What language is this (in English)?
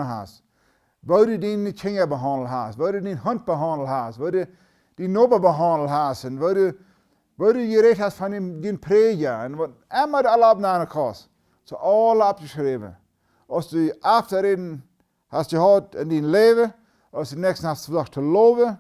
Plautdietsch